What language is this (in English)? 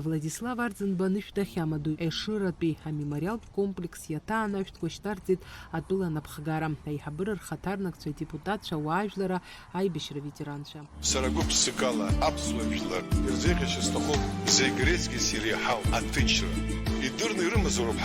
Abkhazian